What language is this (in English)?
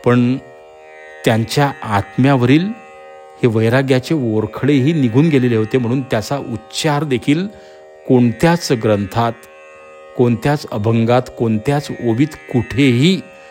Marathi